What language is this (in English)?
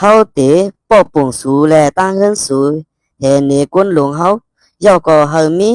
Shan